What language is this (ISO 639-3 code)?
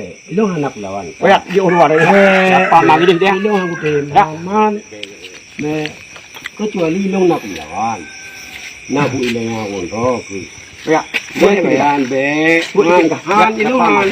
ace